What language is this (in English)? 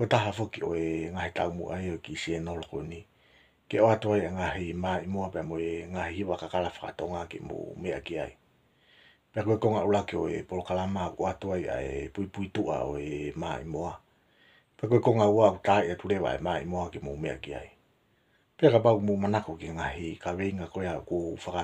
Tongan